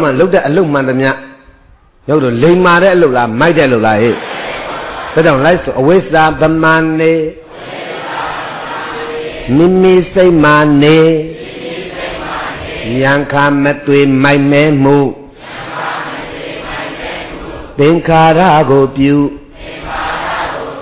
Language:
Burmese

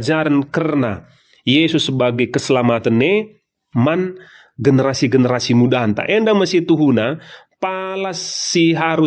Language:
Batak Karo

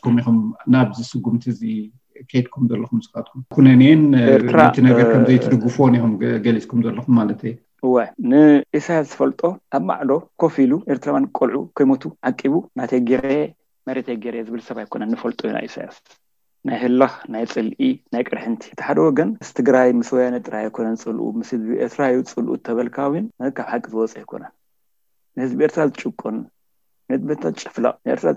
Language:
Tigrinya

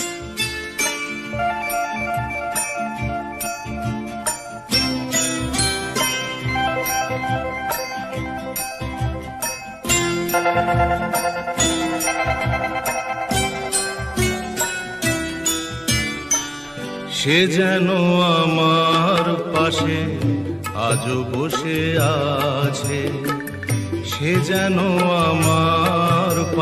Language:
Bangla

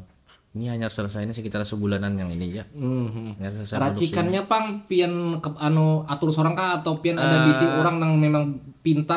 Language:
Banjar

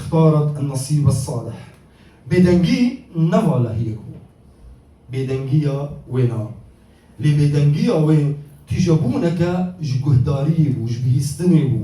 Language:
Kurdish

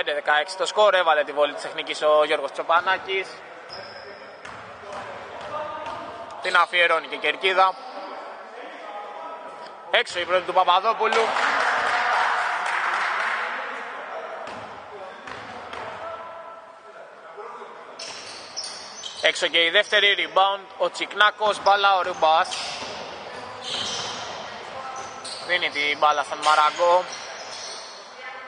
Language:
Greek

